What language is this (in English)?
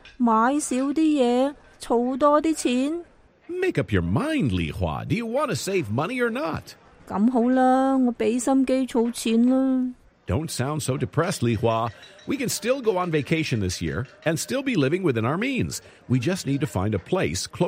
Cantonese